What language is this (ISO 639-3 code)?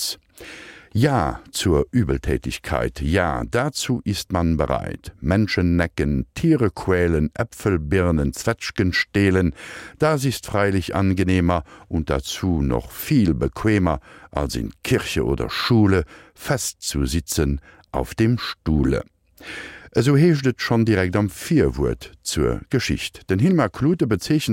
ltz